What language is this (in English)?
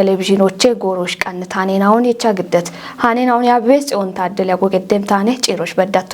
Kafa